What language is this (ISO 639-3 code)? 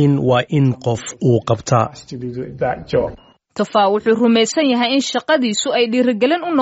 som